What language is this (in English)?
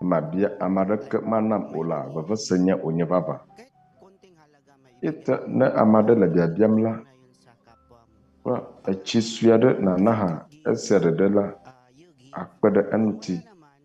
Ewe